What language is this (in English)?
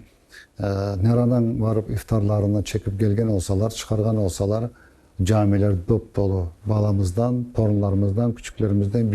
Crimean Tatar